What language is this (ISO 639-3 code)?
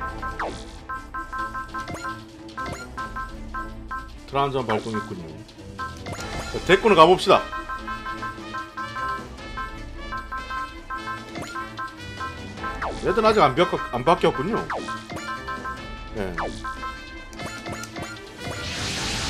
kor